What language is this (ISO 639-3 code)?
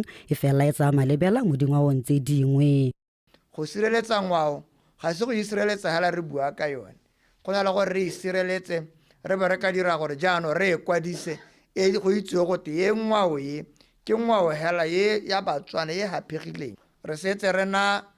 tsn